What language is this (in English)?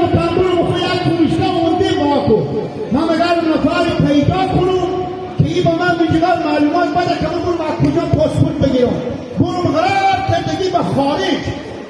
Hazaragi